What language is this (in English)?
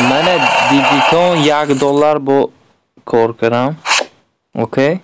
Tajik